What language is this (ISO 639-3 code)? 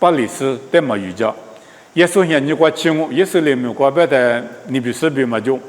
lis